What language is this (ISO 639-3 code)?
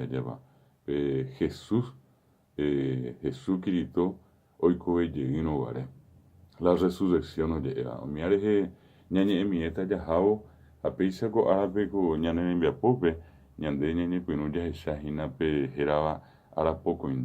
grn